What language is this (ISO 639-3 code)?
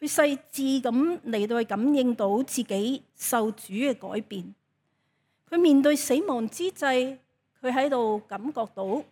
yue